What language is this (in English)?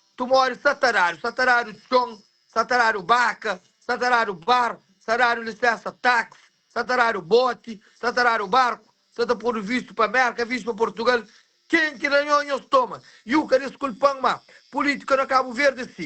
Kabuverdianu